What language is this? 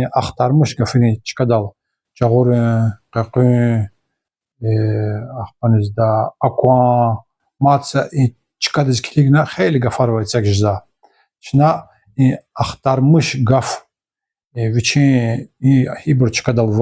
Lezghian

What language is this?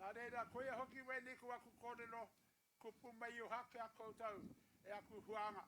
Māori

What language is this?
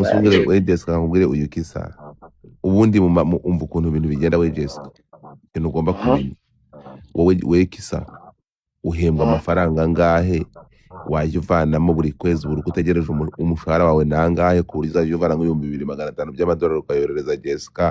Kinyarwanda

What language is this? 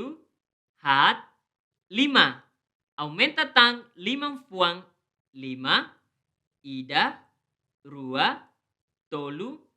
Tetum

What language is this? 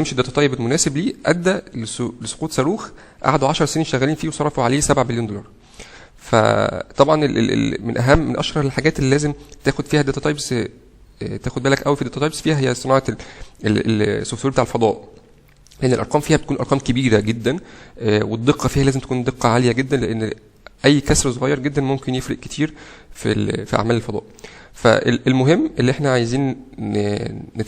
Egyptian Arabic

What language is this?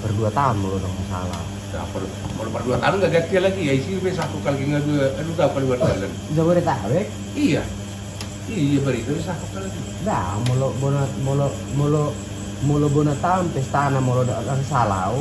Batak Toba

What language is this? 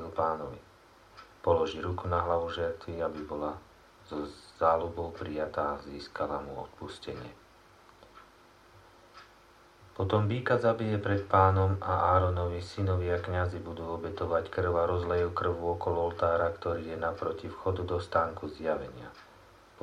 Slovak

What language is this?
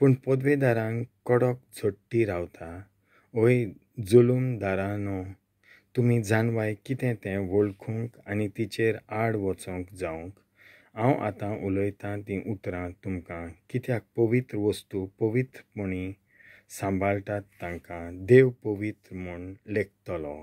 Konkani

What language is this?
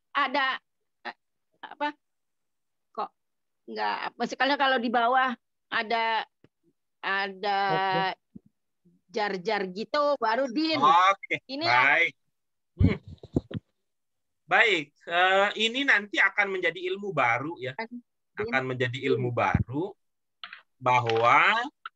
Indonesian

